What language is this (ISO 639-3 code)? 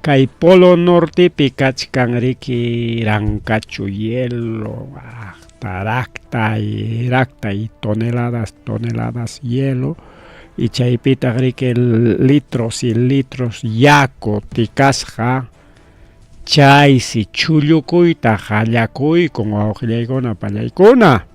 quy